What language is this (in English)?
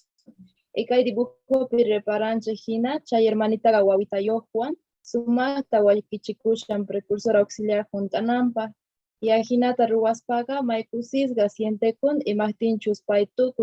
South Bolivian Quechua